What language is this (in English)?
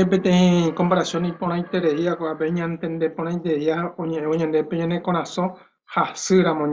Guarani